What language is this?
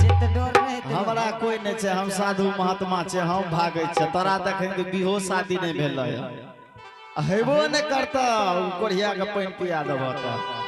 Angika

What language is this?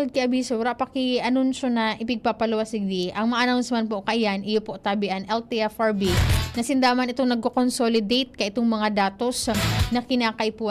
Bikol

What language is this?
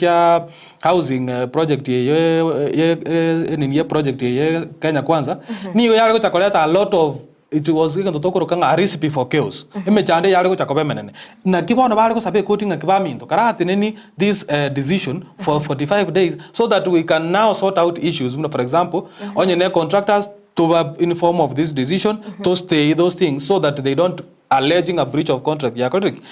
Gusii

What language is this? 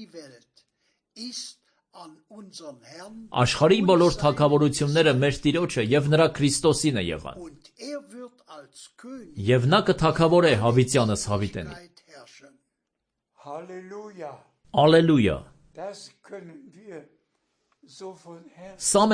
Armenian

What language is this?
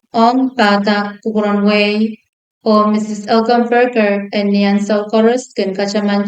Pohnpeian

